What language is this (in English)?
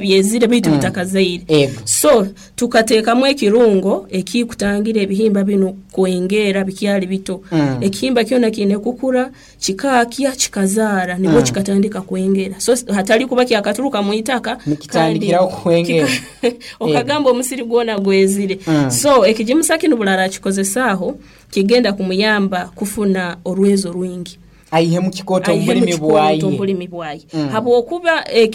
Nyoro